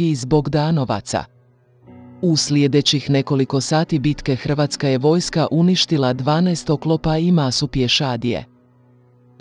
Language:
Croatian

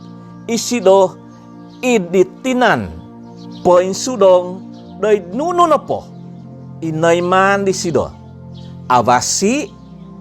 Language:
Central Dusun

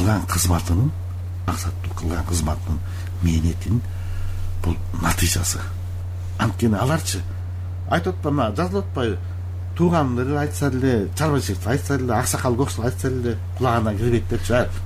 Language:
Kyrgyz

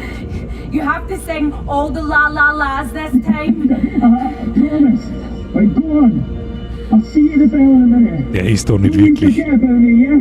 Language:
Bavarian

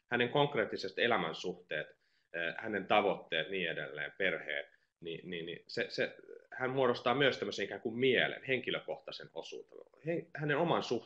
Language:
Finnish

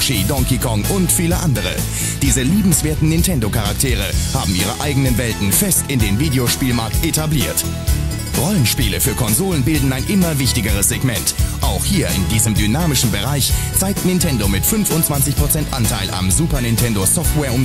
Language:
German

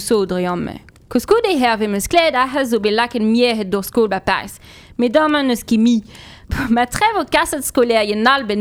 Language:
Breton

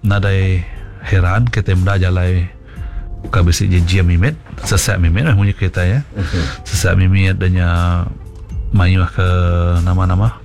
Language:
Iban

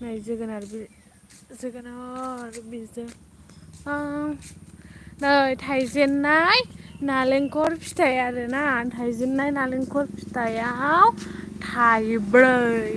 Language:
Bodo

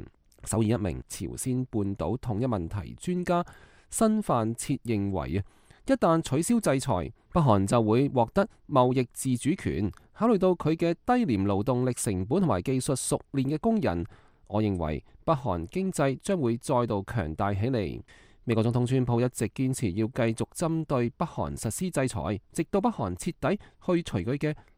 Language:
Cantonese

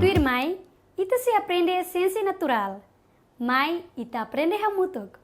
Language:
Tetum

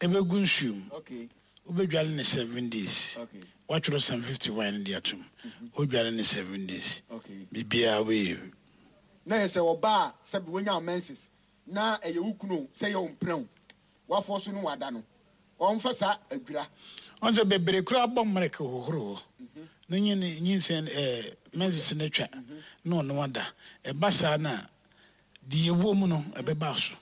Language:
Akan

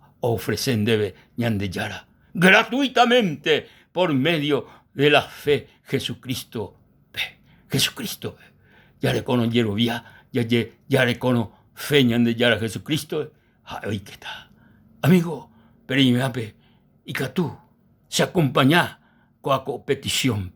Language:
Guarani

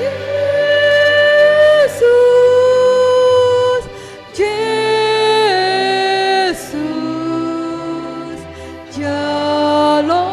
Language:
Batak Simalungun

